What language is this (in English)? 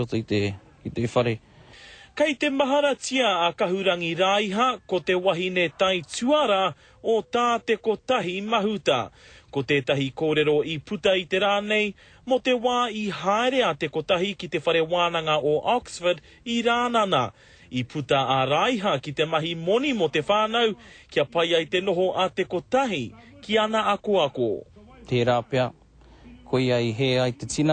Māori